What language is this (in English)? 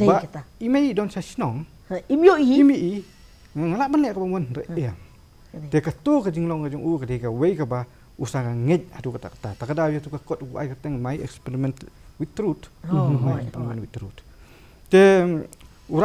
Khasi